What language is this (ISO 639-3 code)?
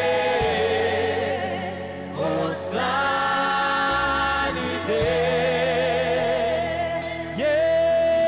lug